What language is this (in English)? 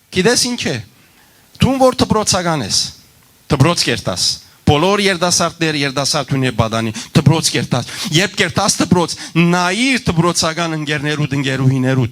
Western Armenian